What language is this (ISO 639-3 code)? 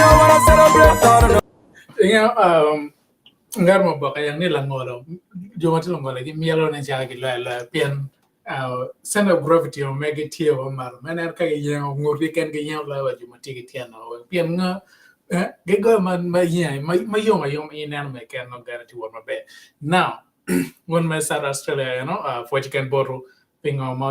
ach